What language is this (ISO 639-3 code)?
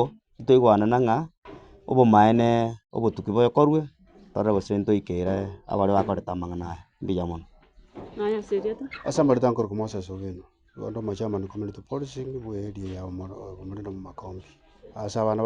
guz